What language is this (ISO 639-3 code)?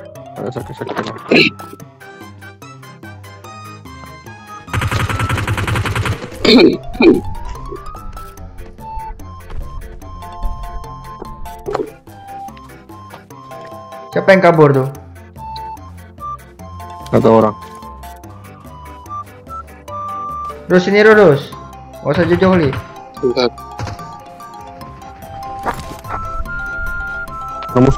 ind